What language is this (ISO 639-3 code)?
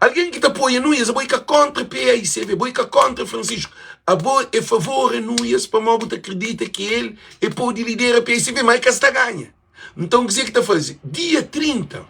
kea